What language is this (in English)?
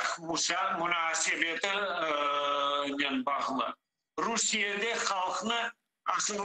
Crimean Tatar